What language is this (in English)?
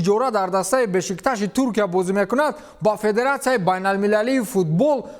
Tajik